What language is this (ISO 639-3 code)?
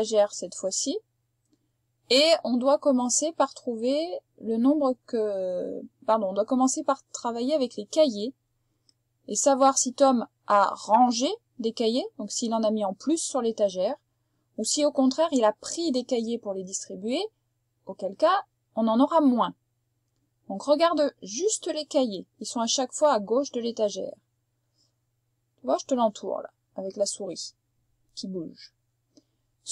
fra